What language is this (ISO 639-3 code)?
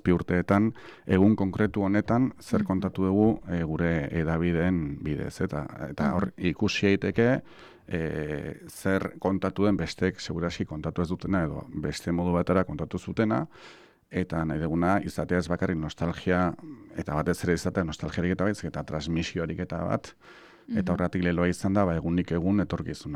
eus